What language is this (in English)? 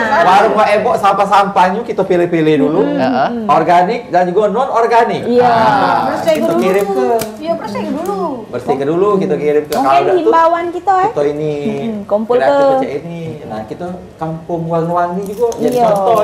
Musi